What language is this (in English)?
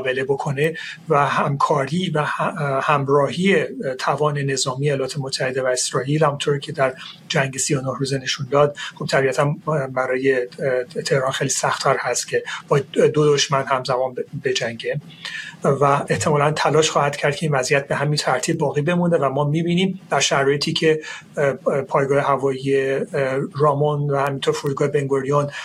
Persian